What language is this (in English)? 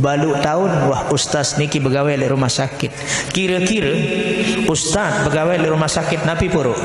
Sasak